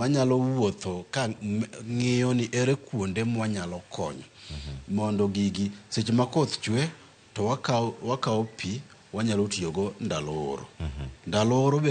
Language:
Luo (Kenya and Tanzania)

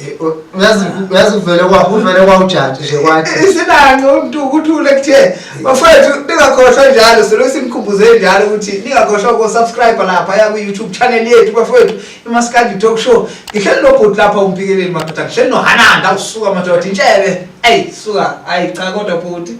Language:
Zulu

